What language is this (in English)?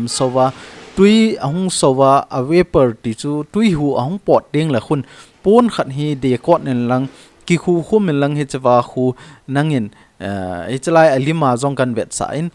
Thado Chin